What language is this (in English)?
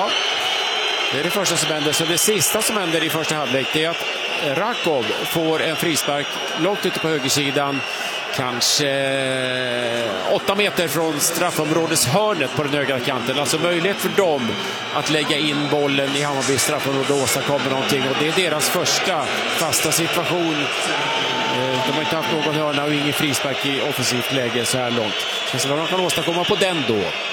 Swedish